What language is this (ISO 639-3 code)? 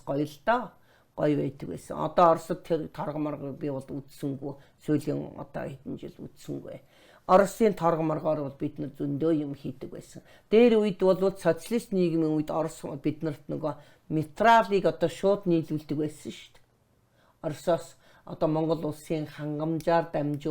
mon